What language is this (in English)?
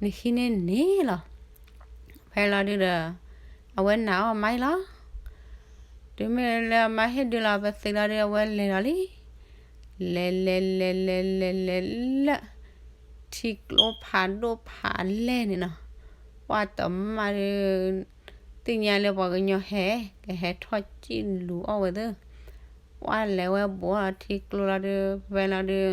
S'gaw Karen